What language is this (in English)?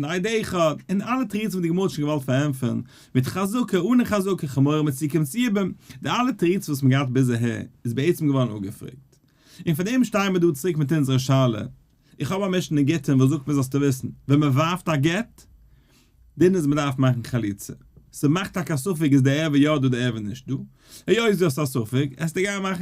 Yiddish